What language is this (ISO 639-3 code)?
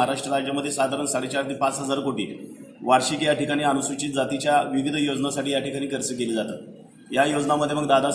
mar